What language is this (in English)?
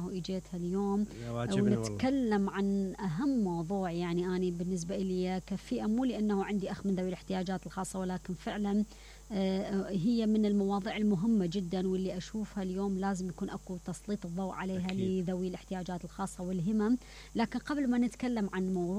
Mesopotamian Arabic